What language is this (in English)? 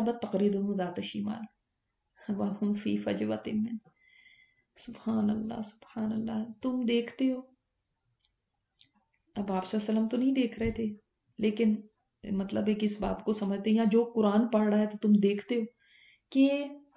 Urdu